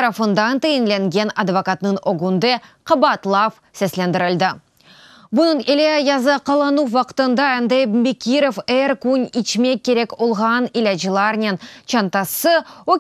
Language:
Crimean Tatar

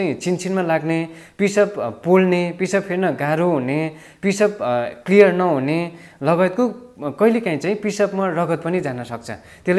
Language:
Nepali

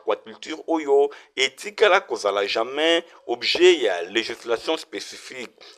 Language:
Lingala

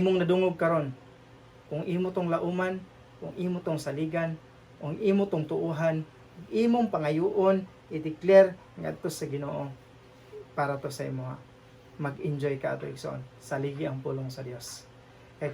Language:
Cebuano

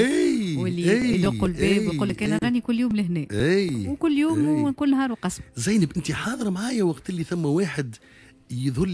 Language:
Tunisian Arabic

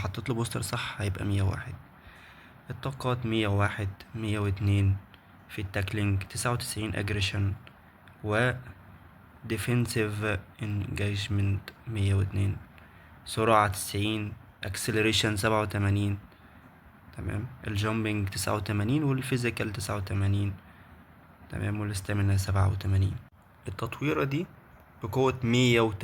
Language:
Egyptian Arabic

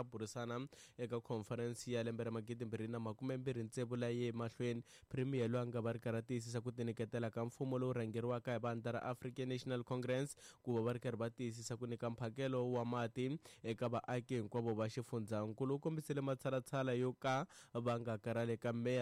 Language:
Tsonga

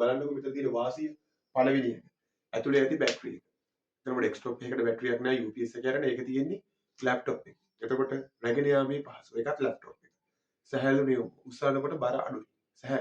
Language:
Sinhala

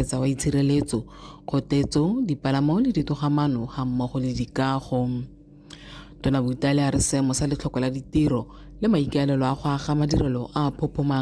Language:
Tswana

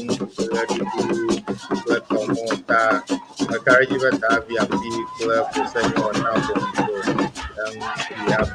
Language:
Ewe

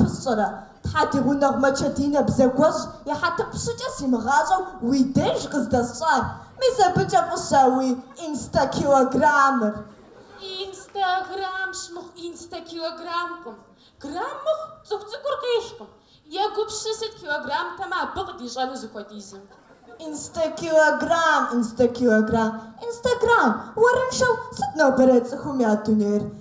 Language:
Kabardian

